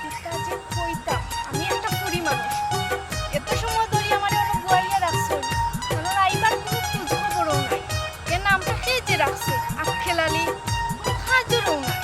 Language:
Sylheti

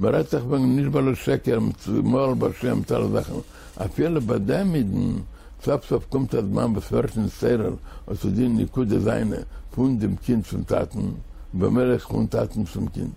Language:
Yiddish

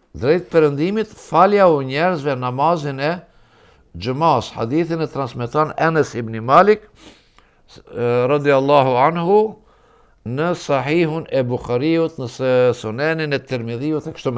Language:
Albanian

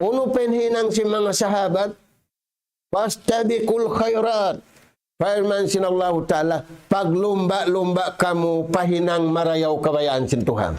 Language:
Tausug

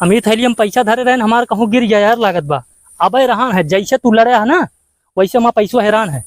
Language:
Awadhi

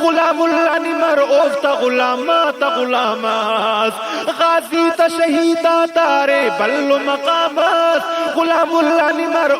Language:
Brahui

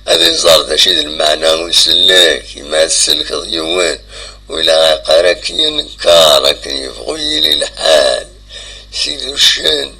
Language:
Kabyle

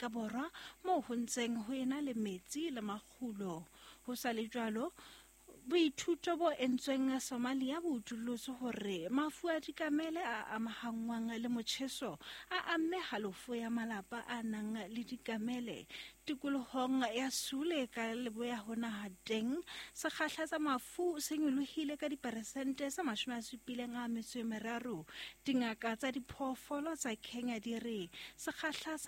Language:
Southern Sotho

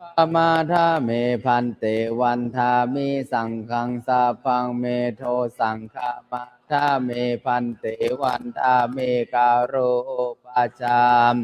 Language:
Pali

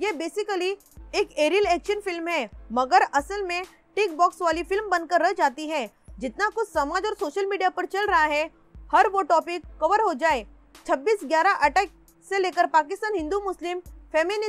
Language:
Hindi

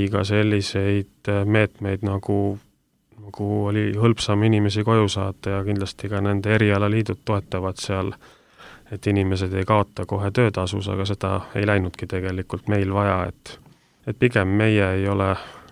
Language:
Estonian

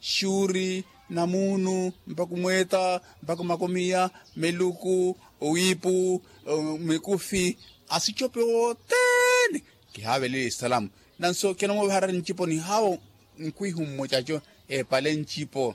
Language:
Makhuwa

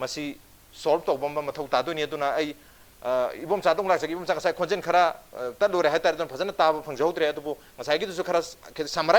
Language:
Manipuri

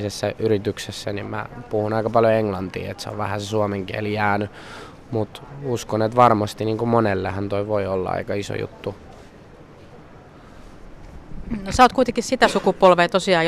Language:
Finnish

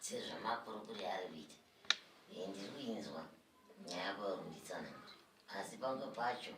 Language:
Shona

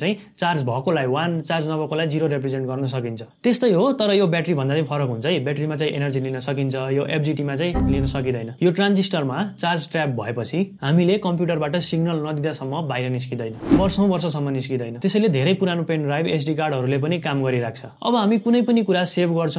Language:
Nepali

